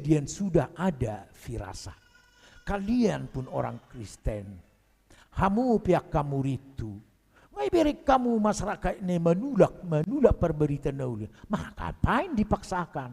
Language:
Batak Toba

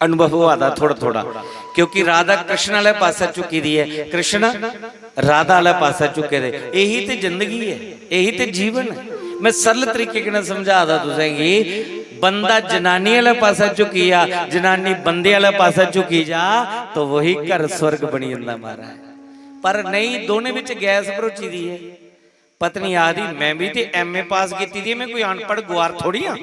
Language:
Dogri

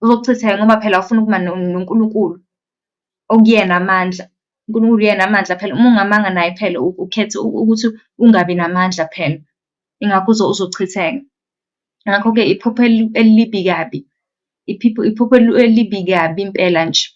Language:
Zulu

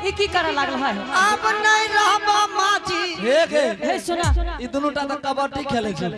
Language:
Angika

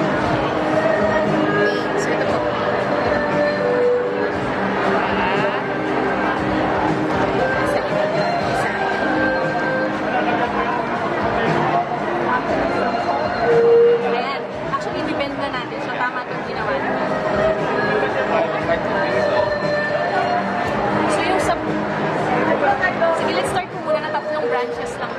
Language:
Filipino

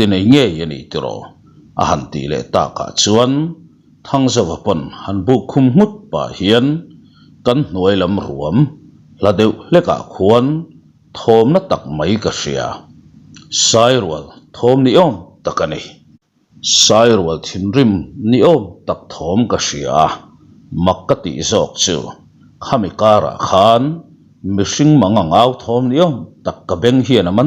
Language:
Mizo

